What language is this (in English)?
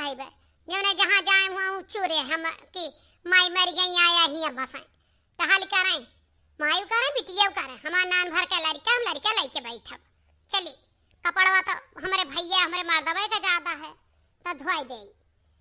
Awadhi